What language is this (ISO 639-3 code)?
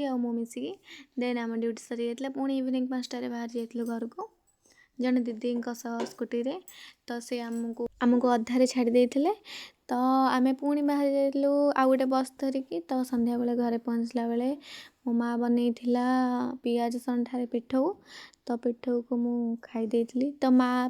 ori